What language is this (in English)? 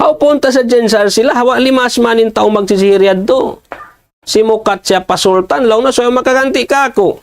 Tausug